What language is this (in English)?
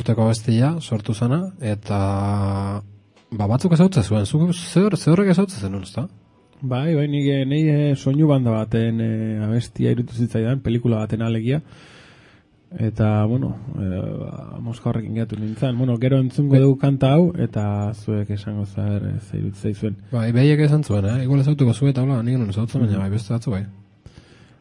Basque